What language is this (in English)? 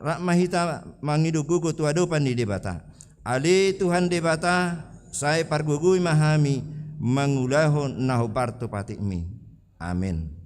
Batak Toba